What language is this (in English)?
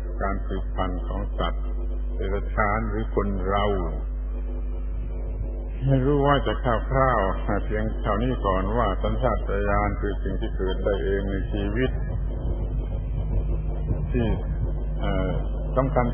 Thai